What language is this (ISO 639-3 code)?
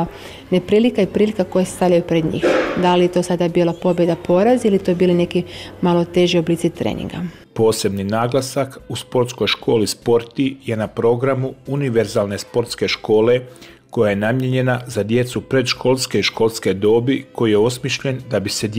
hrv